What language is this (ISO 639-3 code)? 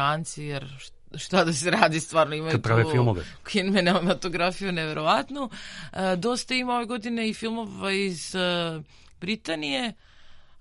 srp